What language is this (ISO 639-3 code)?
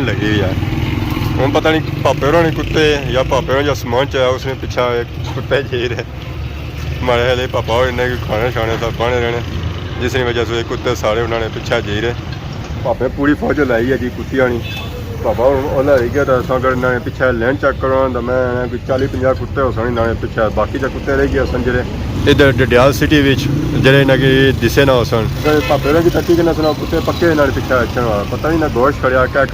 phr